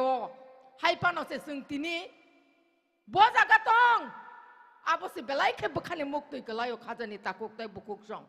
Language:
Kok Borok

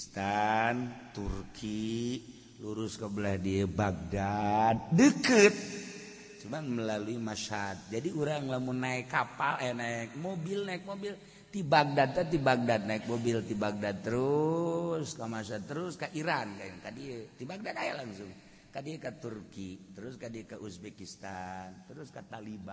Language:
Sundanese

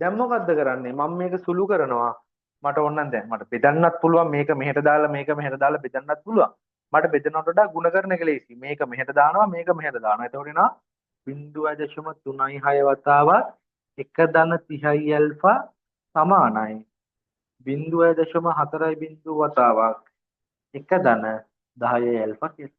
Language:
Sinhala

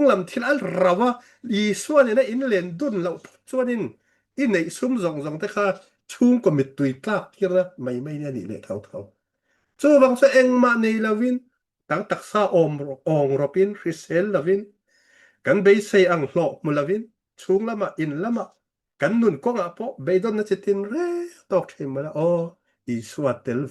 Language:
Mizo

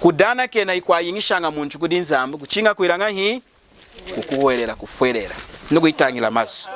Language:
Lunda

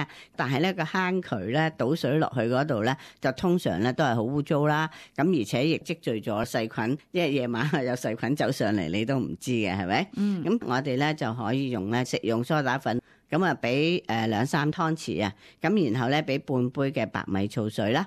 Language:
Cantonese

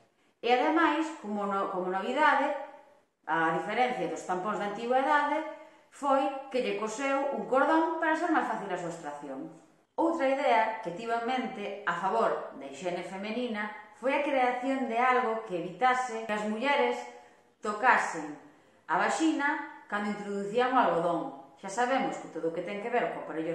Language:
Galician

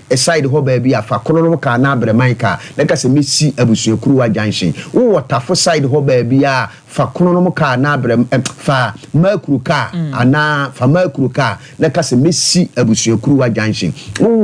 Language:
Akan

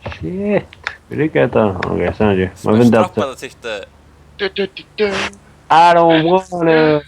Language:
Faroese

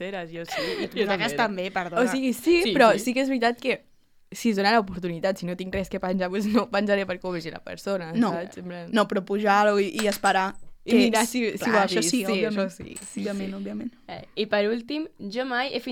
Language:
Catalan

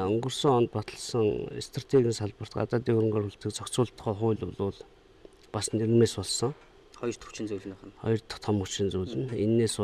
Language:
Mongolian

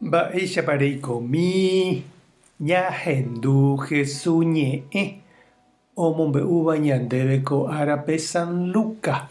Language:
Guarani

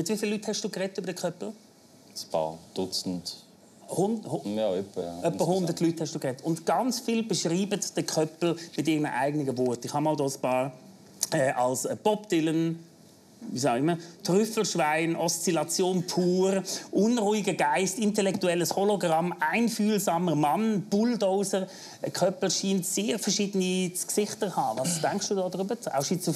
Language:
Swiss German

